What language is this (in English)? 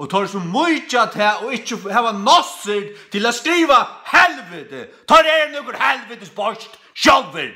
Faroese